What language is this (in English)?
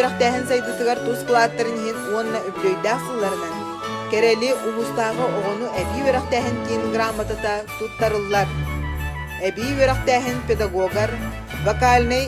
Yakut